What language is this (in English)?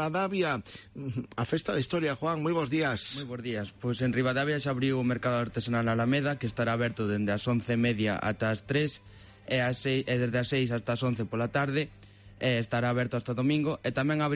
Galician